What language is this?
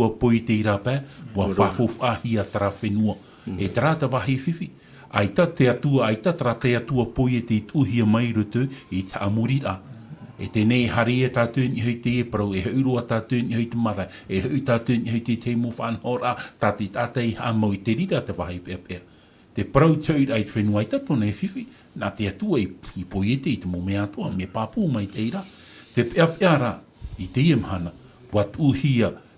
Tahitian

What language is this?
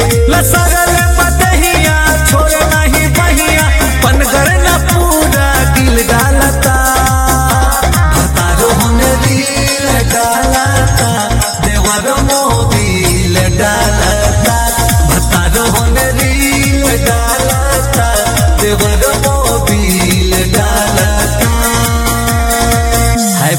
Bhojpuri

